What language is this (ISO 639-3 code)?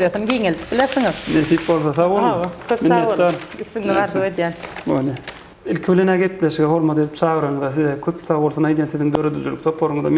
tuk